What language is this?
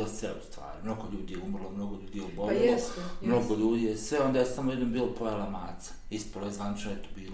Bosnian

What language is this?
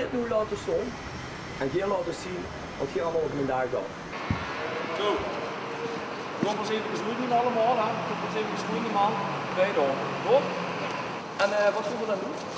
Dutch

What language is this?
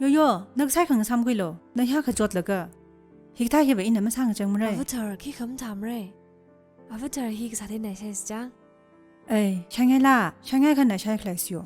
Tangkhul Naga (India)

